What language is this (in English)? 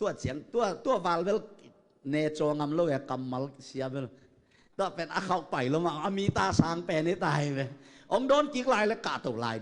Tedim Chin